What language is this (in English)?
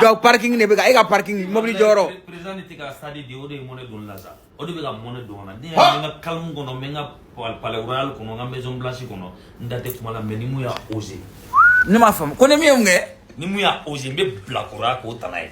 Bambara